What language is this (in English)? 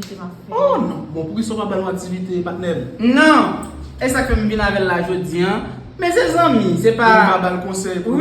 Haitian Creole